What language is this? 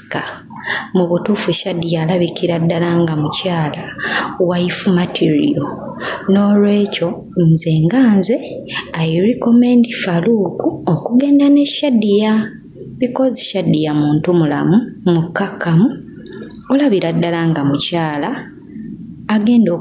Ganda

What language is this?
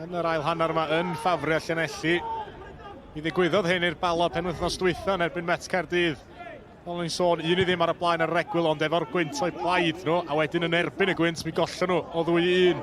Welsh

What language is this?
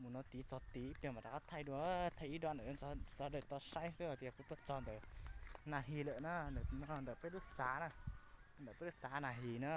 Hmong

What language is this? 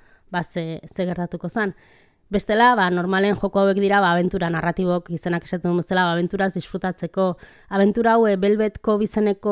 Basque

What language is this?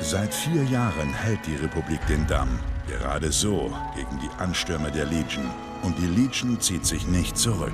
Bavarian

